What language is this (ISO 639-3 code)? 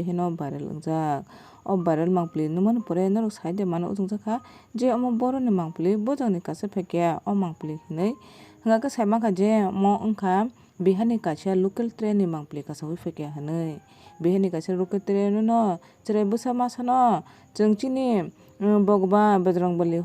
trp